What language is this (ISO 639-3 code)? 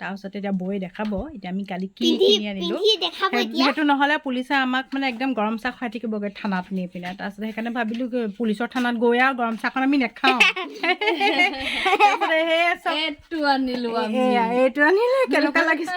asm